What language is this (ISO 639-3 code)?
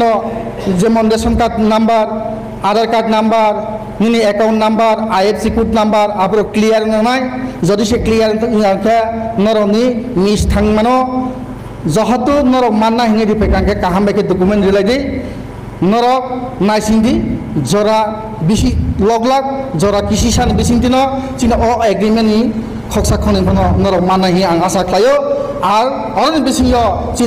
ria